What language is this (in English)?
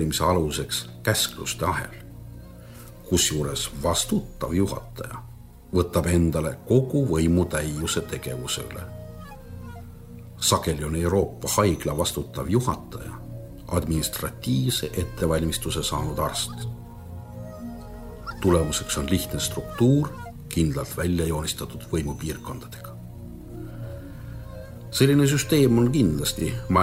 Estonian